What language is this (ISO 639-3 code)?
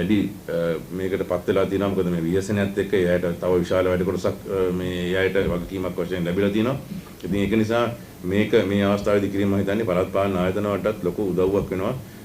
sin